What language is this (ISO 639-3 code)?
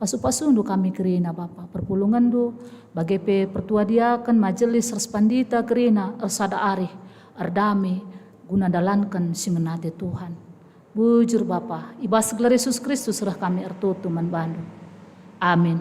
btx